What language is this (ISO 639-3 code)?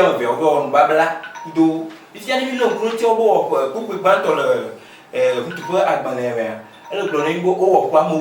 ewe